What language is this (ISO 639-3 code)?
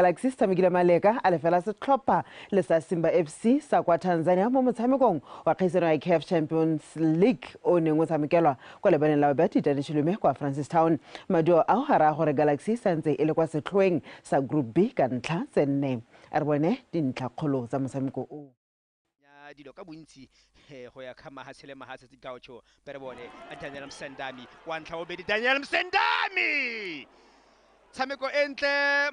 tsn